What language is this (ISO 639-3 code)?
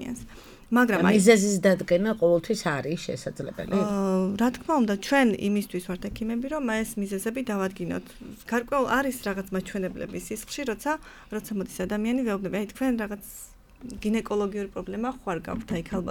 kat